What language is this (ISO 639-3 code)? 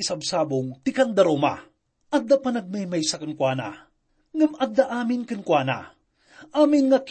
ilo